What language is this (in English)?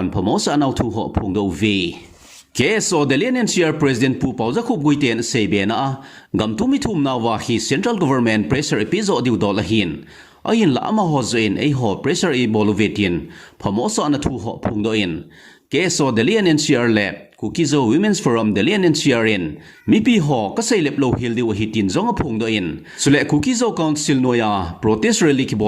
Thado Chin